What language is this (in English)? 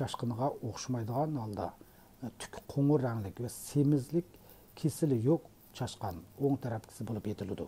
Uyghur